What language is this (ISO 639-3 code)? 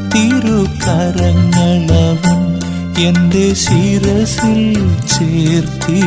mal